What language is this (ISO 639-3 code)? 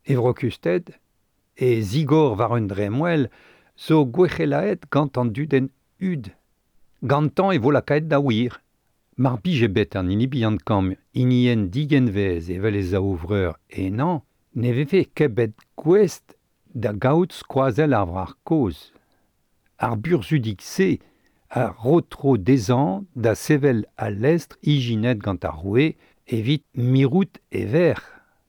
bre